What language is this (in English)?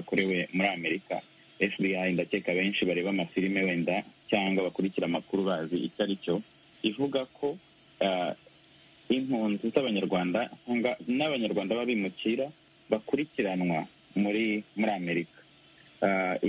Kinyarwanda